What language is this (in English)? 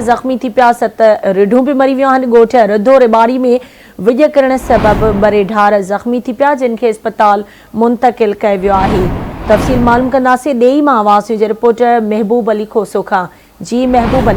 Sindhi